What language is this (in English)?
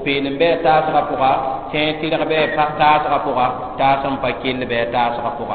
Mossi